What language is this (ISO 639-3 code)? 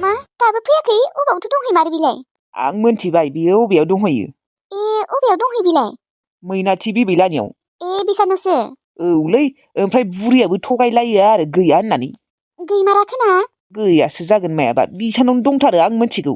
brx